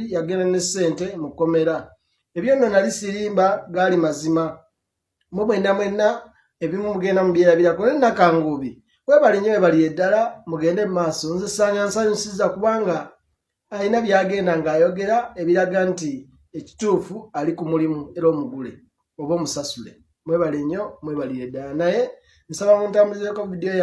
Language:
Ganda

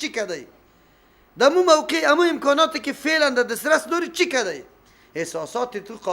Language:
Persian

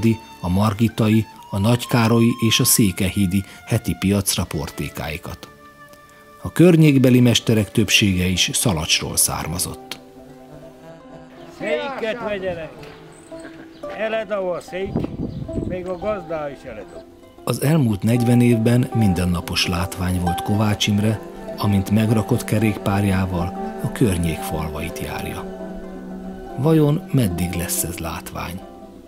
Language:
Hungarian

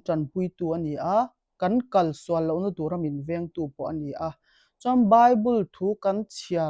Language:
Mizo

